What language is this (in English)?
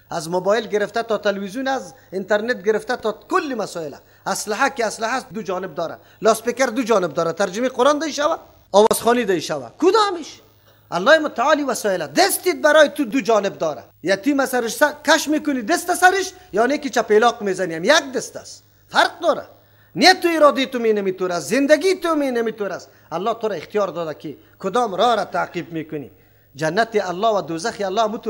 Persian